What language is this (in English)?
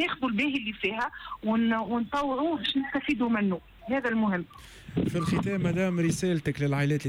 Tunisian Arabic